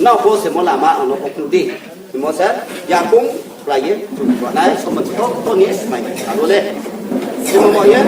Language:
Riang (India)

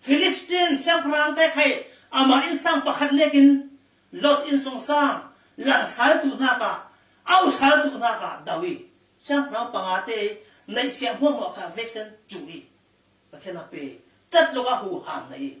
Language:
Falam Chin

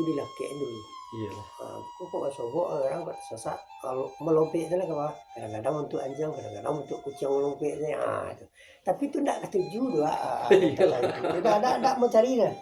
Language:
Minangkabau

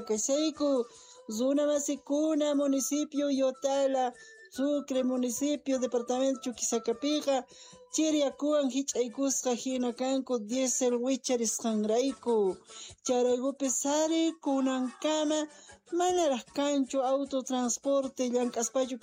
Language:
South Bolivian Quechua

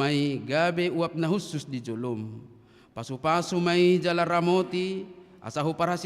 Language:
Batak Toba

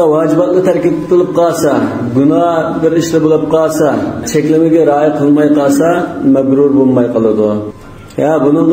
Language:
Uyghur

